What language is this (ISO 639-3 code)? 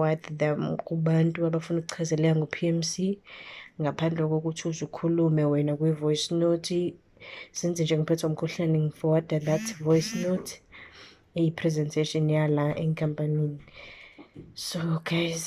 zul